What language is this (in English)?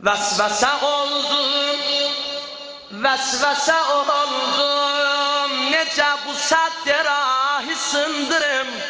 South Azerbaijani